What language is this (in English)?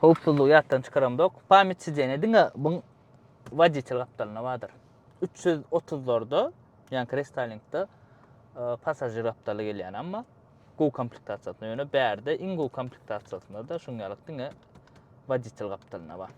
Turkmen